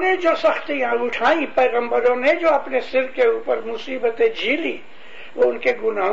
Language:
Urdu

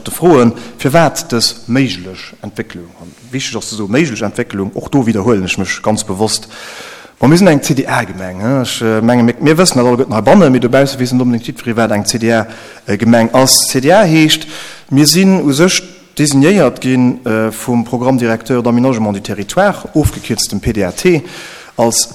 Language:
Luxembourgish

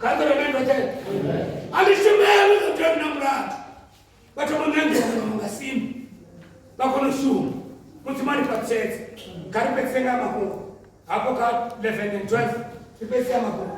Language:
Venda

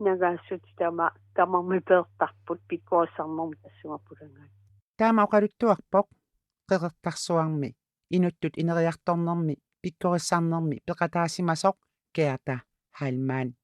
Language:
Kalaallisut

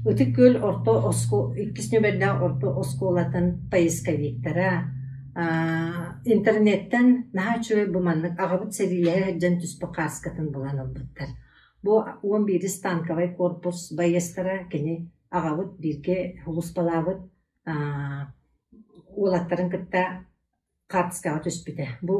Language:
Yakut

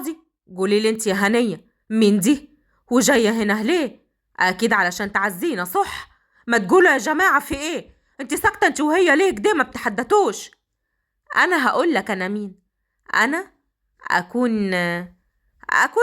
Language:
Egyptian Arabic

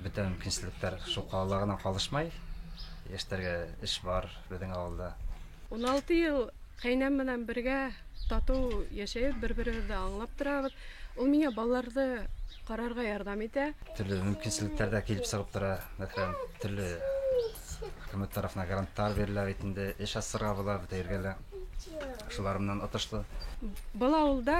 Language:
Bashkir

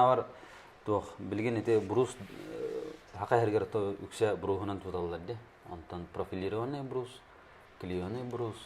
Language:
Yakut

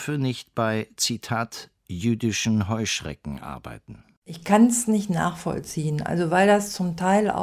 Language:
German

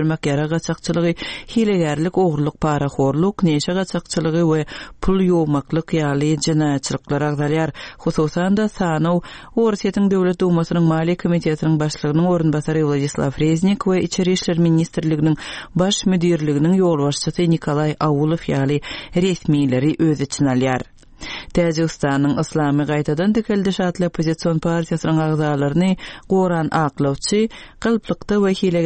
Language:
Turkmen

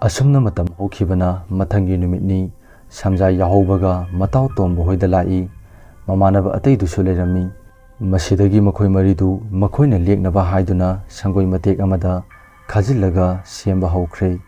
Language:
Manipuri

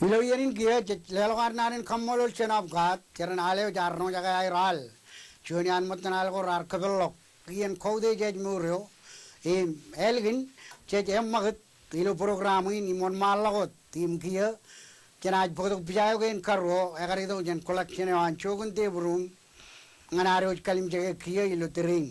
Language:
Marshallese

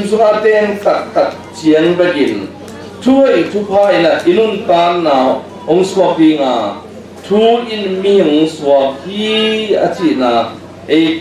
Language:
Tedim Chin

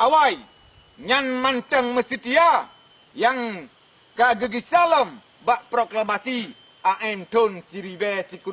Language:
Achinese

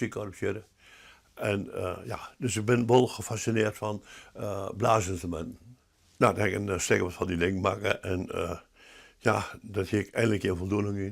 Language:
Western Frisian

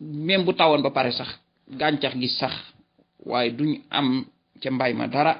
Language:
Wolof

